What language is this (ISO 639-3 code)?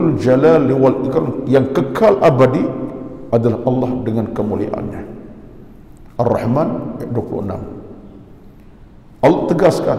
msa